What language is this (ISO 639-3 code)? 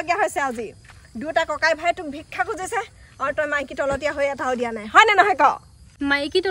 asm